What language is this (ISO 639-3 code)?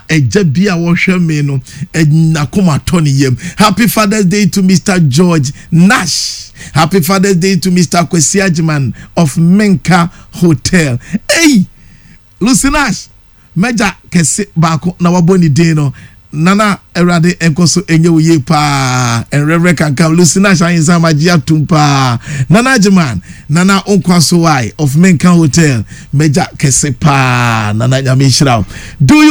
aka